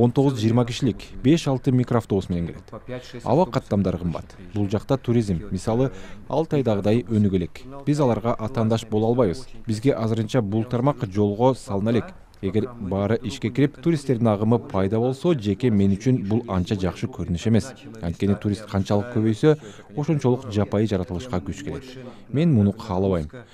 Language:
Kyrgyz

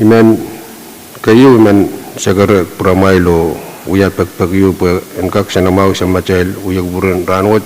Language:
Pohnpeian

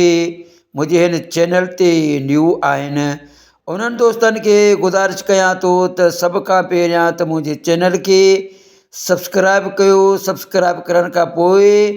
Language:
Sindhi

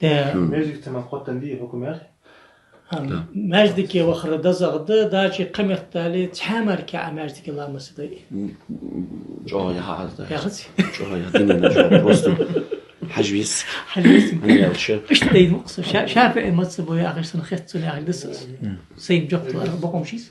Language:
Ingush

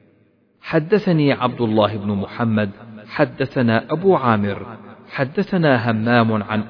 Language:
Arabic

